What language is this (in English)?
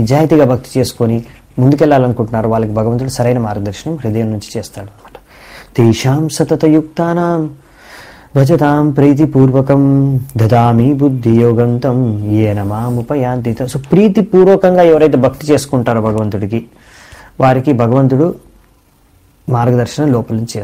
Telugu